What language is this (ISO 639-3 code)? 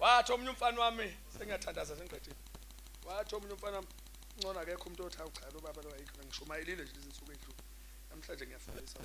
zul